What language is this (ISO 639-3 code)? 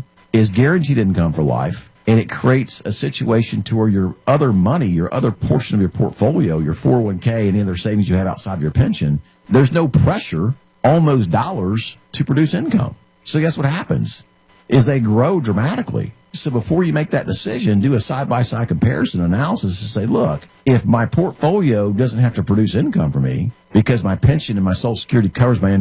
eng